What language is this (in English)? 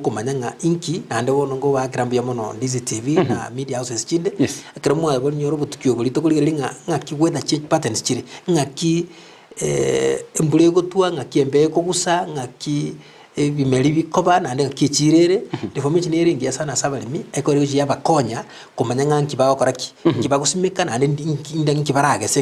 Gusii